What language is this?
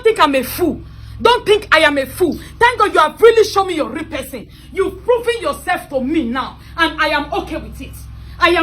Nigerian Pidgin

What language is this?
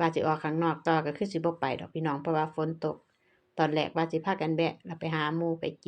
Lao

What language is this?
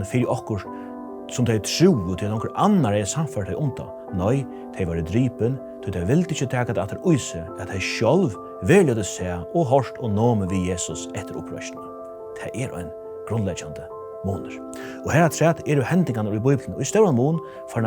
Faroese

